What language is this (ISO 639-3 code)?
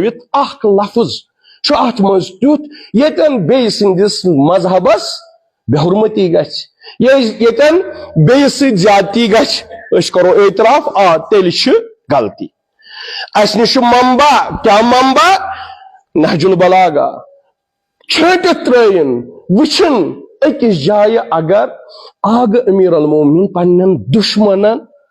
kas